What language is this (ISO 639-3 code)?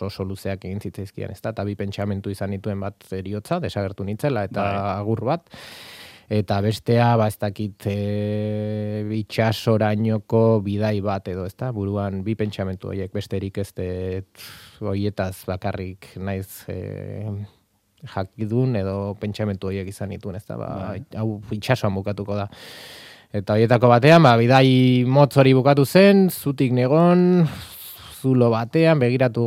eus